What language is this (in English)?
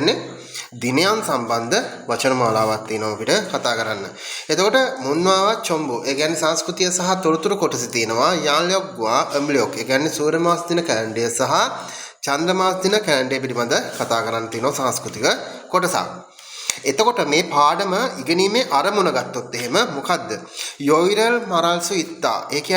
Sinhala